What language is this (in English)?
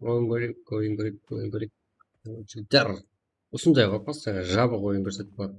Kara-Kalpak